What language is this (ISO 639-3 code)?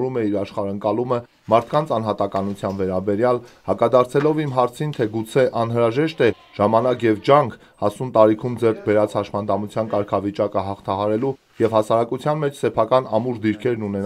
hye